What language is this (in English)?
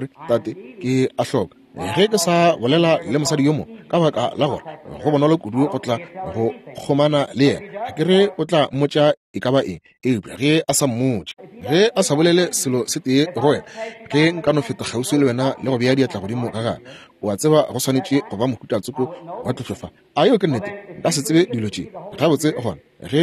Northern Sotho